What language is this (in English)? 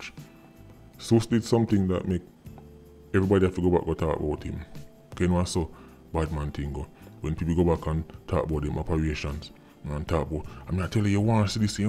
Jamaican Creole English